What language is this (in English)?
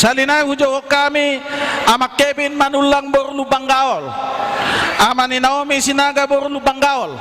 Batak Toba